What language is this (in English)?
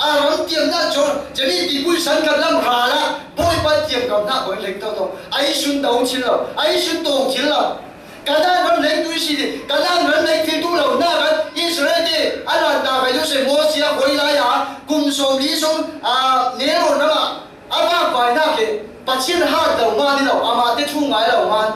Falam Chin